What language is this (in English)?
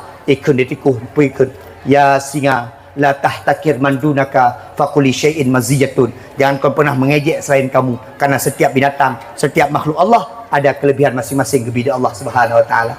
Achinese